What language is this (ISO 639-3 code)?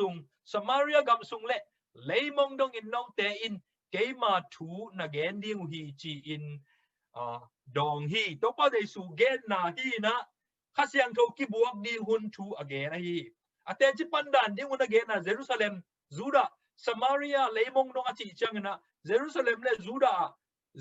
ctd